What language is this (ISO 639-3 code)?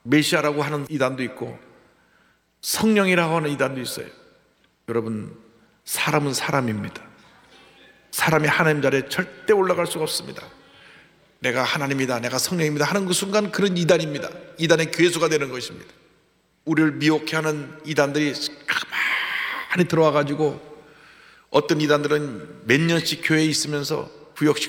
kor